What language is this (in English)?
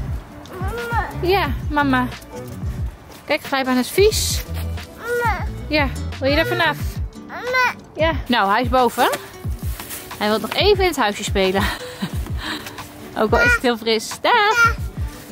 Dutch